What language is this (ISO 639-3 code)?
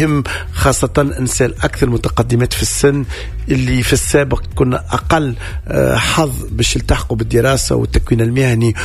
aeb